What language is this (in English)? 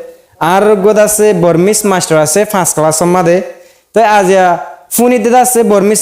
Rohingya